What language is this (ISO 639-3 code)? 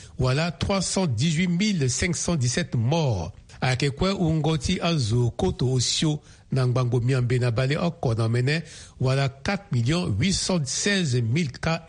sag